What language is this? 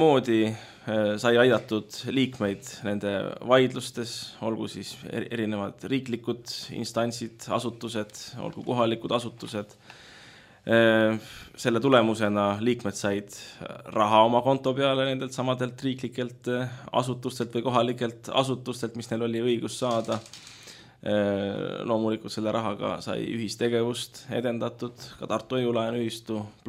Estonian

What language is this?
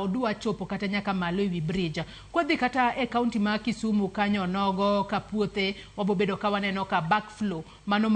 Luo (Kenya and Tanzania)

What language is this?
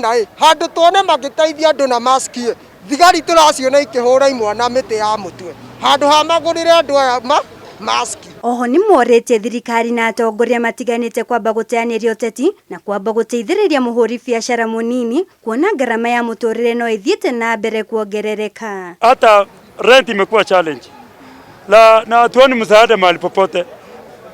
Kikuyu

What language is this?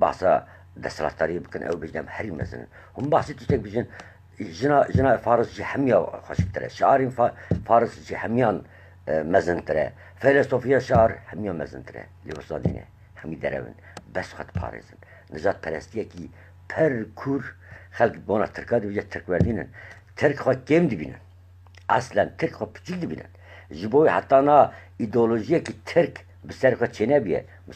Kurdish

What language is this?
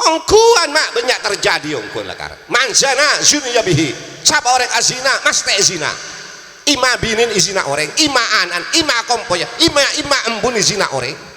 Madurese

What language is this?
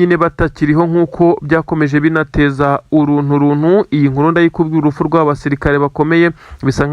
Kinyarwanda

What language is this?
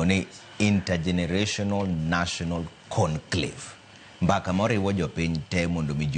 Luo (Kenya and Tanzania)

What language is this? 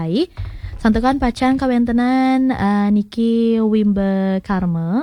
Balinese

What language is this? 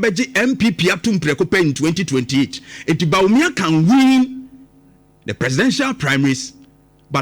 Akan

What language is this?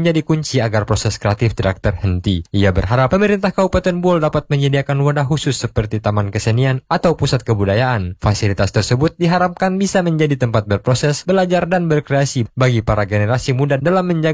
Indonesian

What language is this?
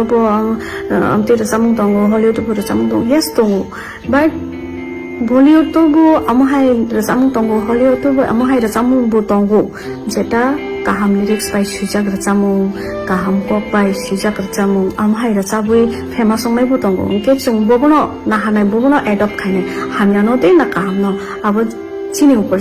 Kok Borok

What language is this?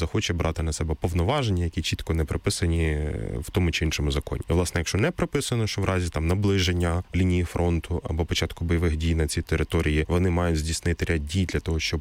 Ukrainian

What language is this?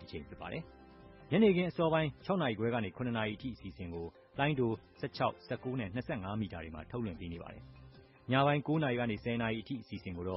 Burmese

